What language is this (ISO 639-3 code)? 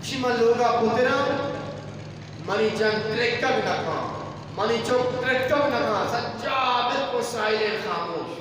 bgp